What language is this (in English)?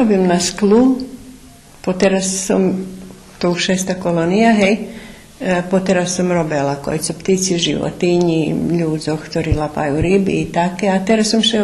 Rusyn